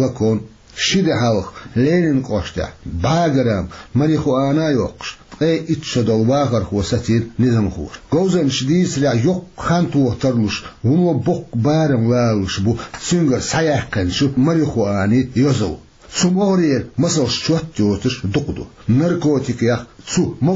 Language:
Chechen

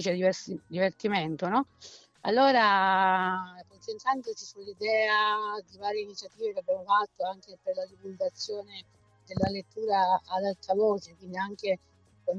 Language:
Italian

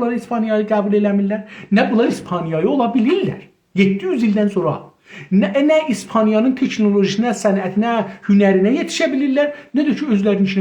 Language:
South Azerbaijani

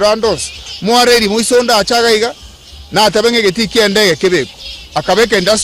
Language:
Gusii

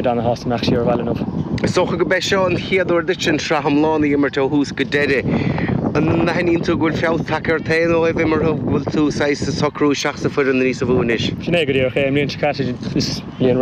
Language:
Irish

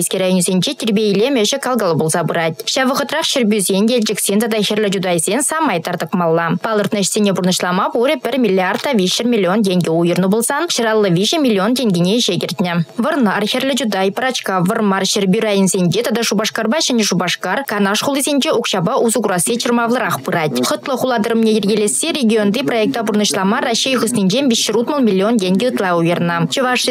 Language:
Chuvash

